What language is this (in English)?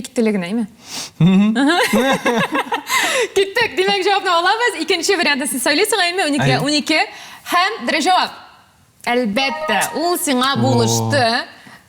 Tatar